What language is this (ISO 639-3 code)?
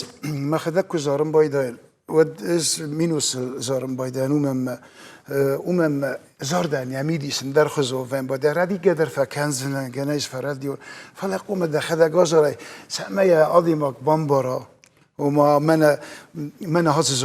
oss